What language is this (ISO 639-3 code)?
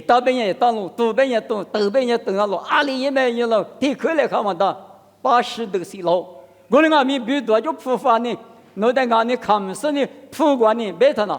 lis